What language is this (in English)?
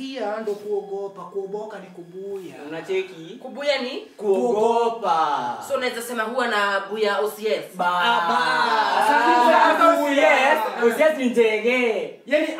Swahili